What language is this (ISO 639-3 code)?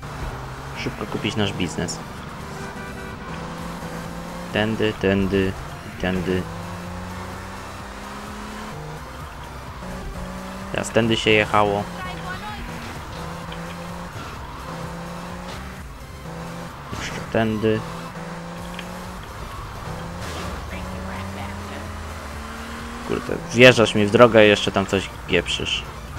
pol